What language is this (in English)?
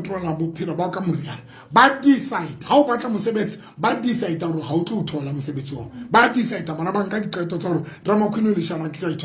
Tswana